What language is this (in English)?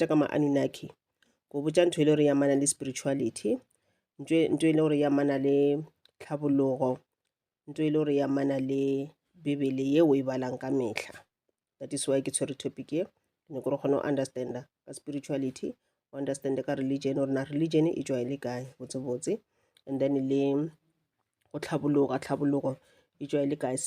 Northern Sotho